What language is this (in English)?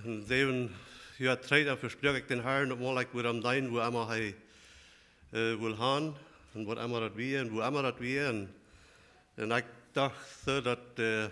Plautdietsch